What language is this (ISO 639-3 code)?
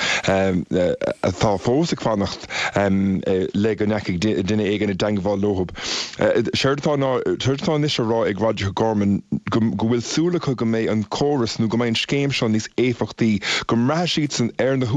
gle